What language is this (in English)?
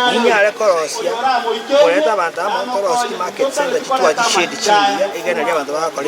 Gusii